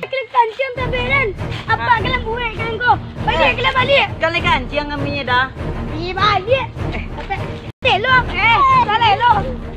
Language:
Minangkabau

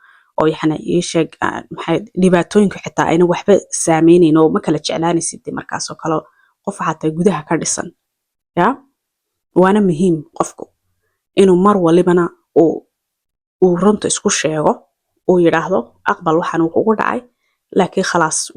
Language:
Somali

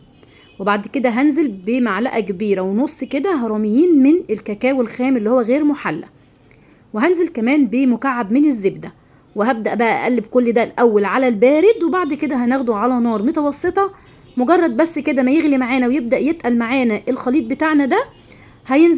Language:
Egyptian Arabic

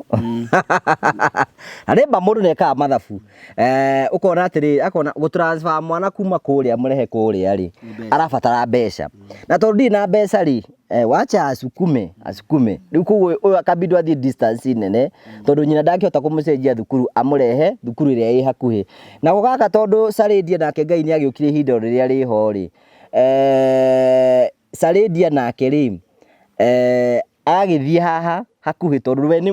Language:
Kikuyu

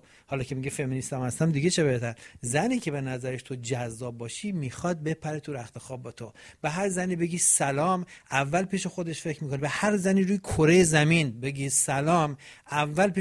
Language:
Persian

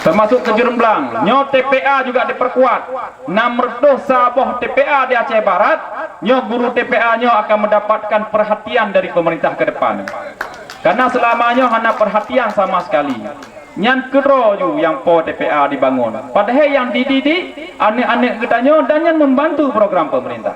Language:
Achinese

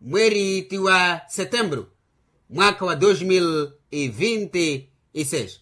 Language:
Makhuwa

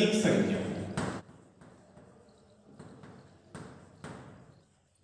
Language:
Marathi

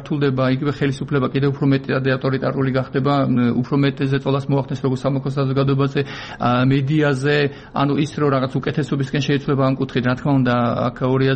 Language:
Georgian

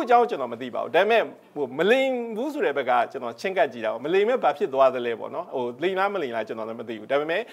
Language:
Burmese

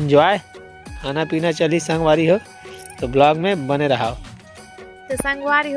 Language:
Chhattisgarhi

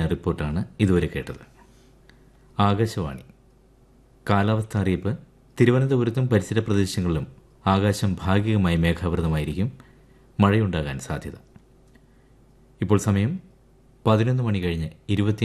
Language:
Malayalam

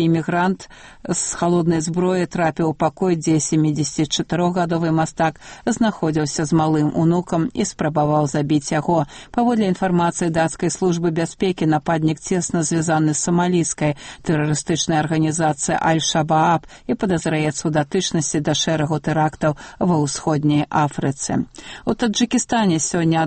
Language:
Belarusian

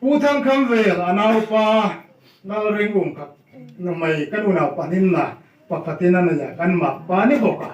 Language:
Hmar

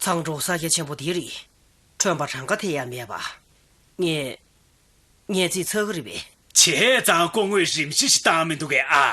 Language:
Tibetan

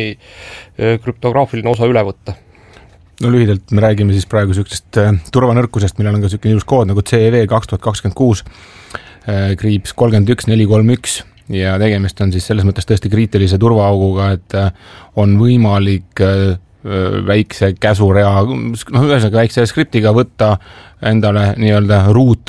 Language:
Estonian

